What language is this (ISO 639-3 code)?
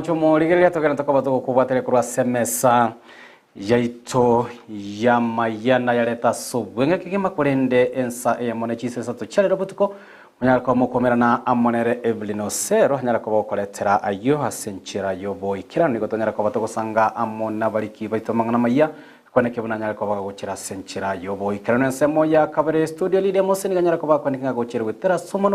guz